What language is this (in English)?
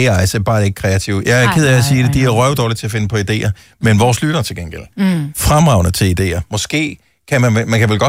Danish